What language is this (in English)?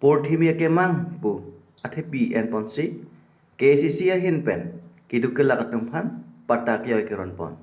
Karbi